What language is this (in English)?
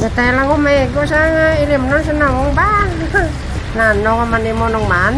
Hiligaynon